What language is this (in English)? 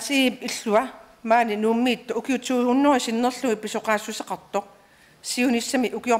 Kalaallisut